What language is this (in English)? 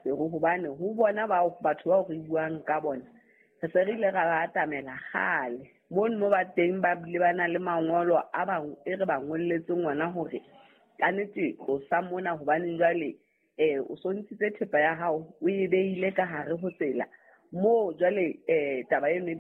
Southern Sotho